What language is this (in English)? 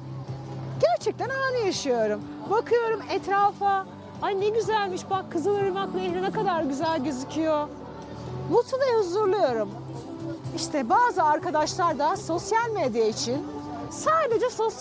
Turkish